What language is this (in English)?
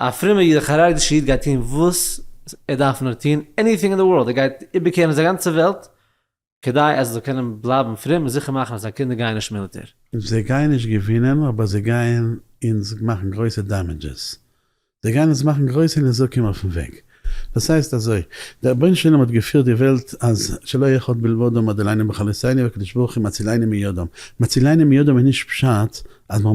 Yiddish